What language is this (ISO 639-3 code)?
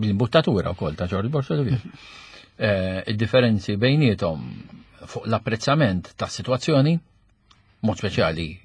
mlt